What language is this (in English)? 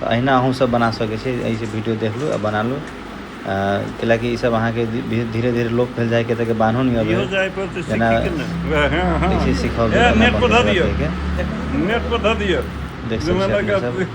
Maithili